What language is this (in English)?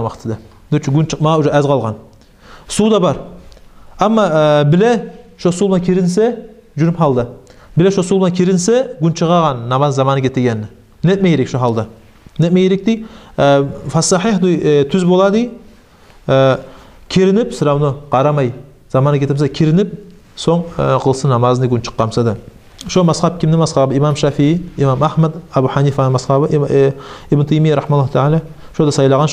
Kumyk